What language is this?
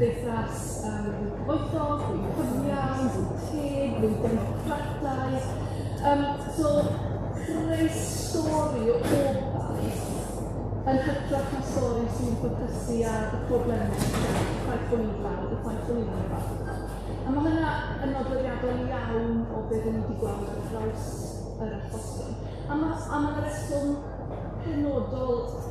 Welsh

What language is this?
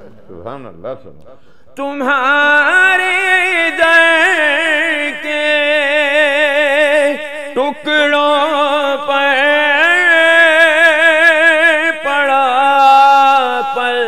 Urdu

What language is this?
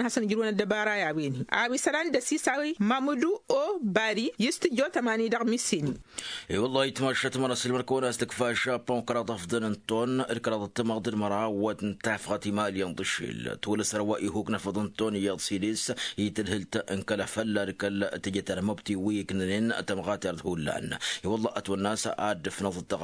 Tamasheq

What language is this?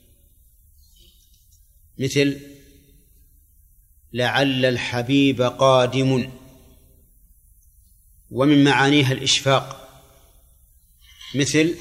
Arabic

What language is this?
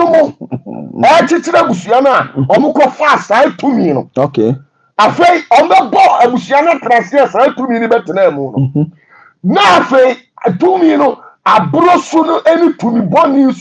Akan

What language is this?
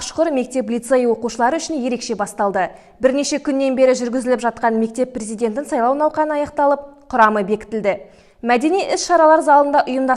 Kazakh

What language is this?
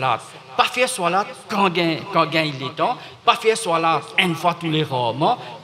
Morisyen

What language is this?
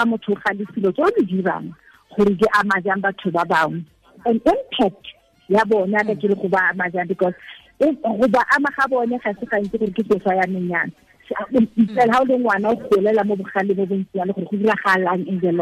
Tswana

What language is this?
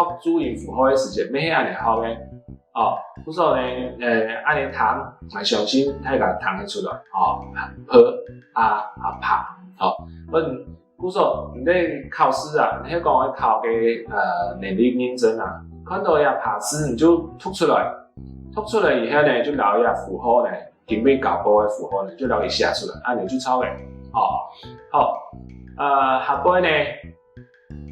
Hakka Chinese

